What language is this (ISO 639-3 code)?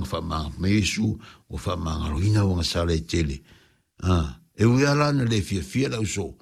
smo